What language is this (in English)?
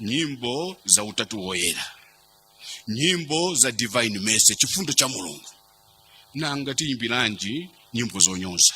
Nyanja